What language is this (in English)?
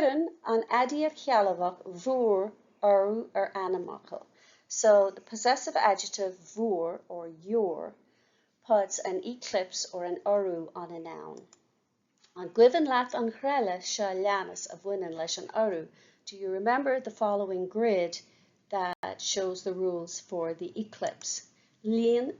Irish